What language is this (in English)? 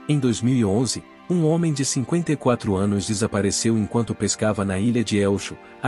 Portuguese